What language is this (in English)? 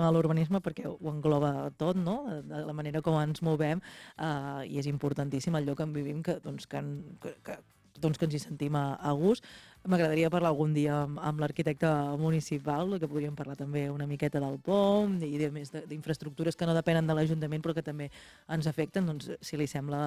Catalan